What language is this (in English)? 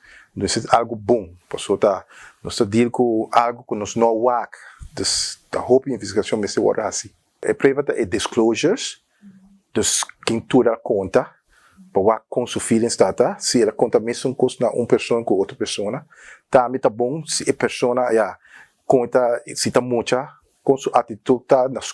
Papiamento